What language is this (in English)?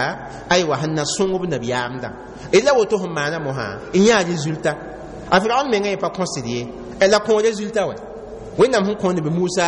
Mossi